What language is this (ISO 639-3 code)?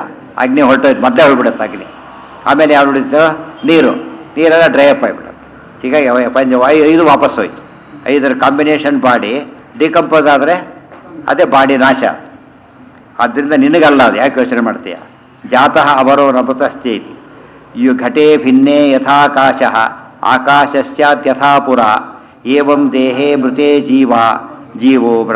kan